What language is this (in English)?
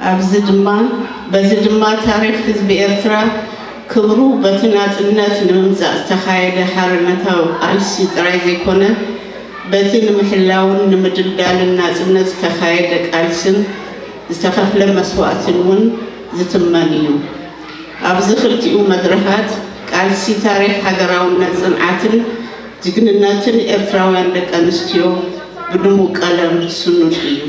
Tigrinya